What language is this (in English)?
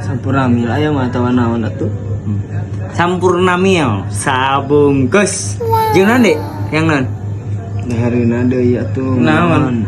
Sundanese